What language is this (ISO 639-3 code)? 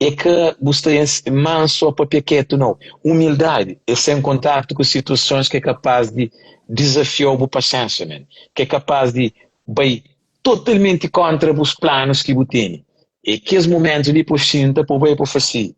kea